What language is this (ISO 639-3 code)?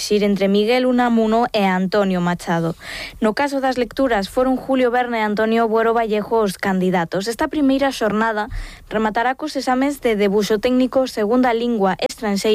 glg